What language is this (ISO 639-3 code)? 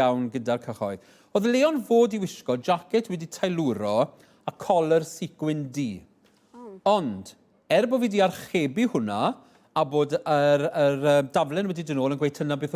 cym